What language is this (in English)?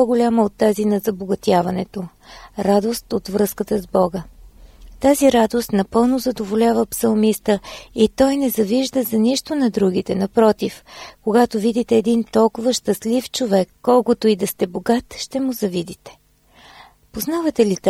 Bulgarian